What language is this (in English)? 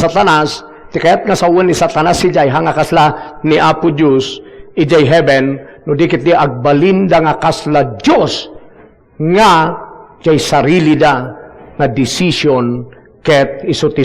Iloko